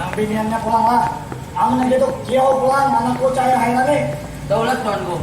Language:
Banjar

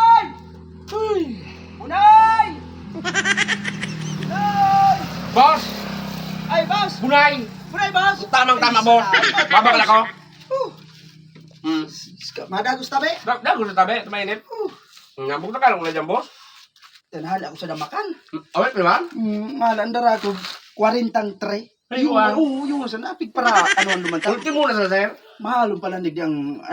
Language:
Bikol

